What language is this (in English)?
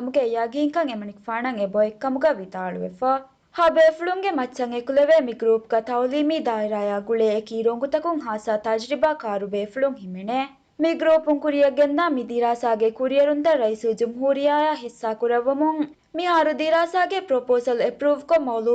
Divehi